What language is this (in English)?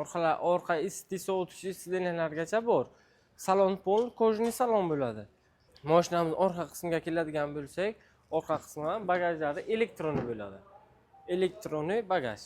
Uzbek